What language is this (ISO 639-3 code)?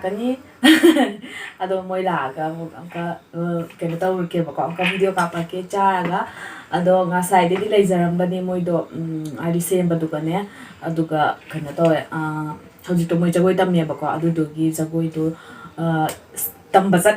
mni